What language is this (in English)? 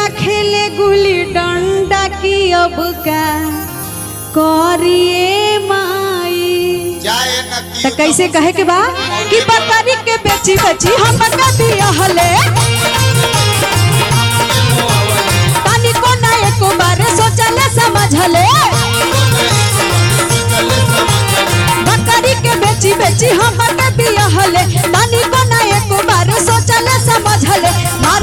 Bhojpuri